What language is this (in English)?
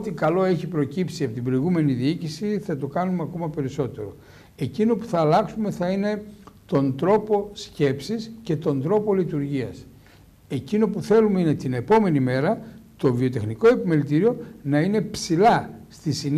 Greek